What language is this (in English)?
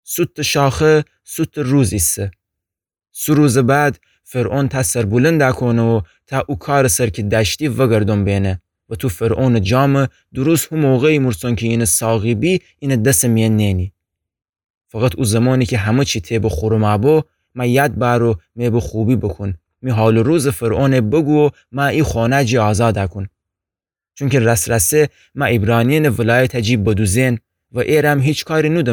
Gilaki